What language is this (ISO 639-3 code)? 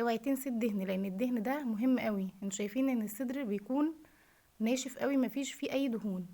arz